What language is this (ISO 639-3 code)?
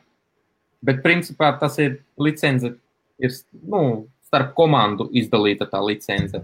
lav